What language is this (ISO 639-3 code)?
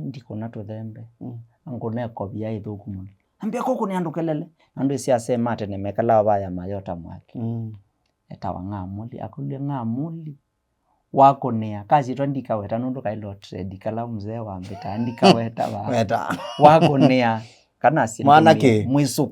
kam